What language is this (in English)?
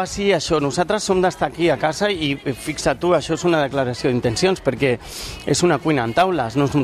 Catalan